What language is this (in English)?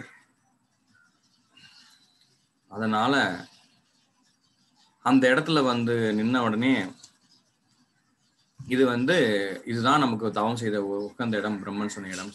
Tamil